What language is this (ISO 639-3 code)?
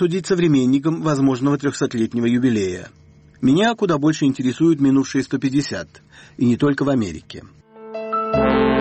rus